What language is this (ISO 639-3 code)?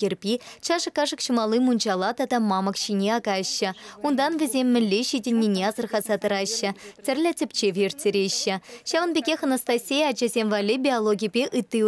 chv